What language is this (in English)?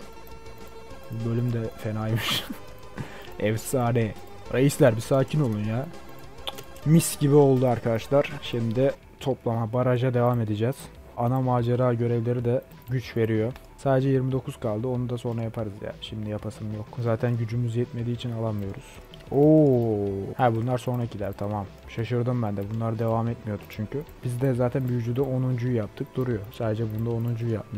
Turkish